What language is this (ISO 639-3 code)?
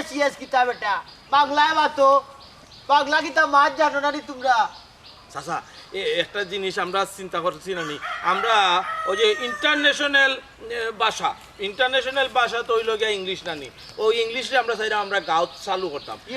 syl